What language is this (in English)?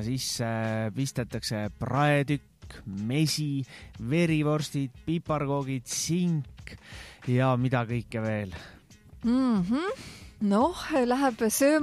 Estonian